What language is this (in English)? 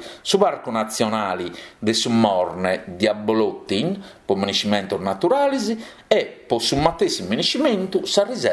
Sardinian